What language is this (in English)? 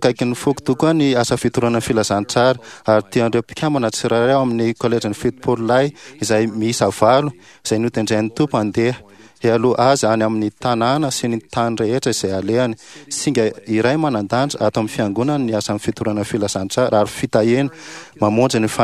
Malagasy